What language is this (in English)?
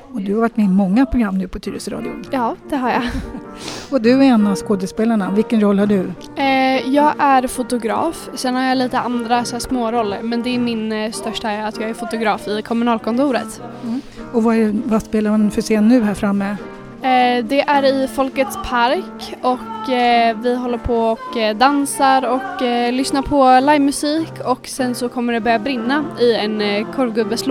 Swedish